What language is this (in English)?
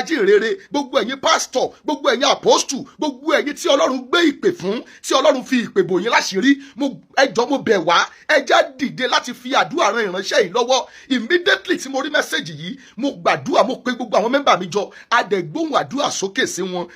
Yoruba